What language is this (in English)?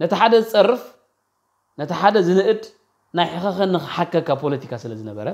Tigrinya